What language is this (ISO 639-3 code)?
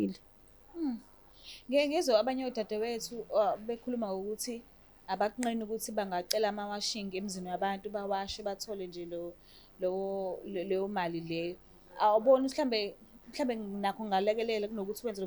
zul